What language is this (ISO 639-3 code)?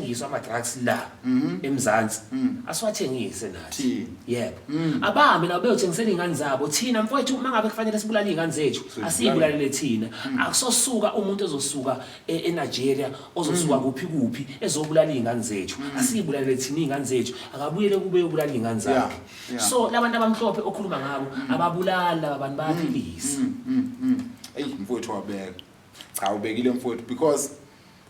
zul